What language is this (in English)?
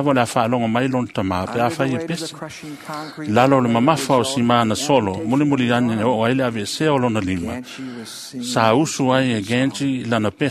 Samoan